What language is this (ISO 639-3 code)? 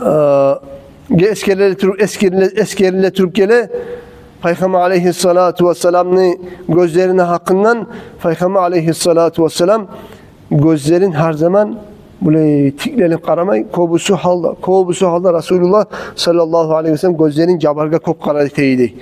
kum